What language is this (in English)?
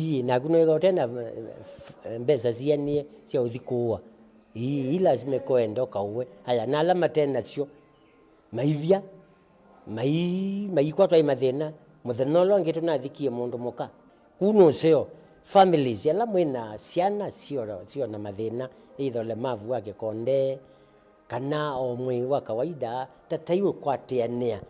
Kamba